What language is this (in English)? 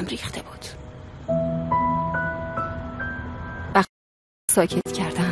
Persian